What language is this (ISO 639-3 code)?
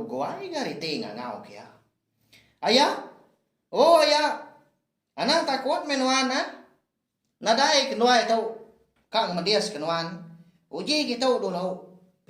iba